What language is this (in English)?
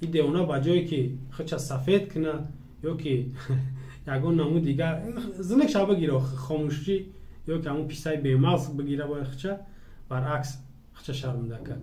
Tajik